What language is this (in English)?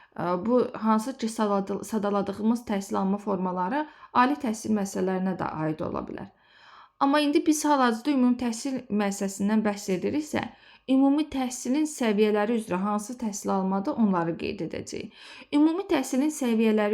Azerbaijani